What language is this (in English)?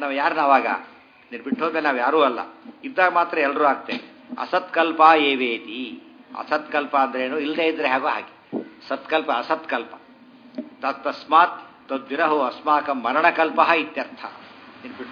Kannada